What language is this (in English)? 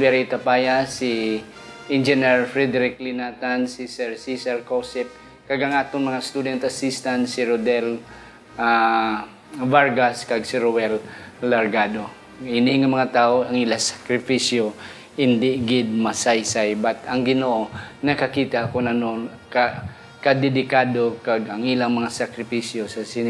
Hiligaynon